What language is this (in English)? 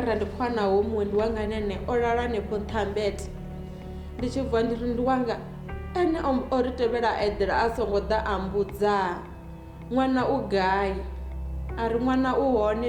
Venda